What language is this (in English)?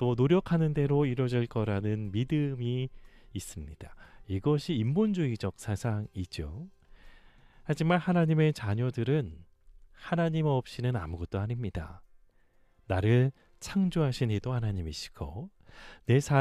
Korean